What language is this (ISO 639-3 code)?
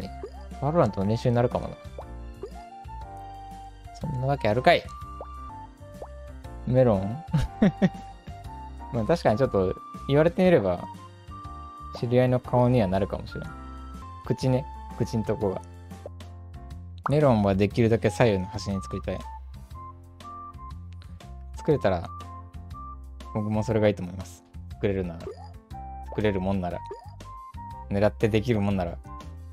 jpn